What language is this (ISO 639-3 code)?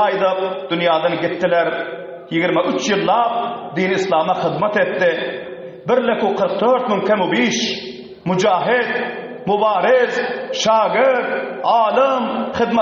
tuk